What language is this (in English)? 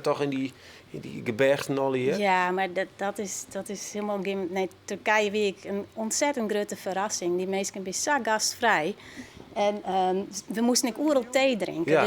Western Frisian